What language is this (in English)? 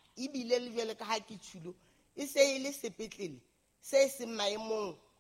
Southern Sotho